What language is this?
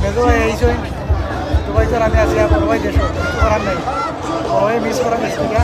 Sylheti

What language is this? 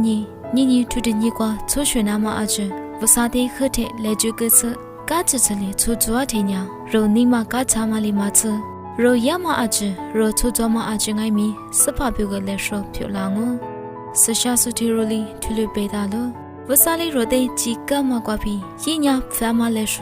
Lisu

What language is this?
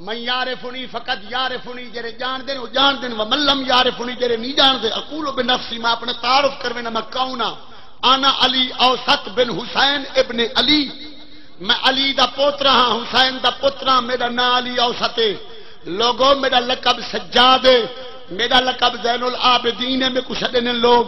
Saraiki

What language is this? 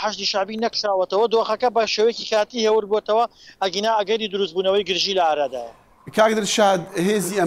Central Kurdish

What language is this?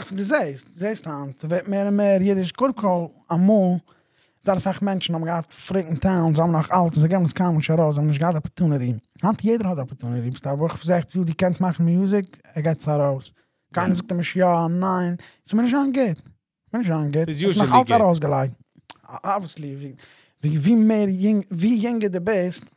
Yiddish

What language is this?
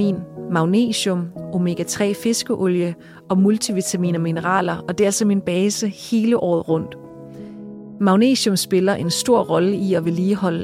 Danish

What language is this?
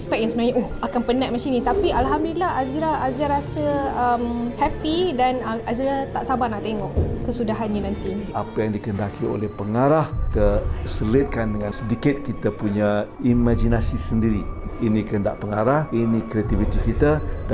Malay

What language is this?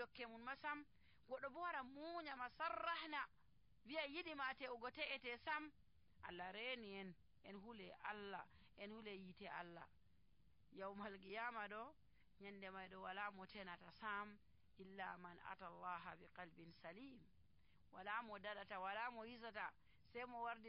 Nigerian Fulfulde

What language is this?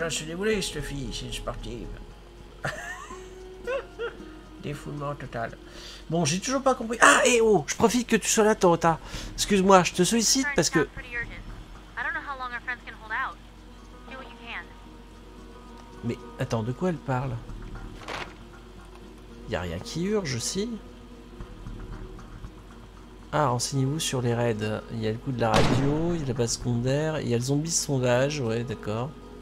French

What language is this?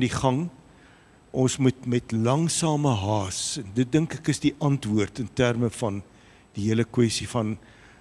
Afrikaans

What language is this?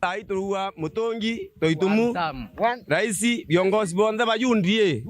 Meru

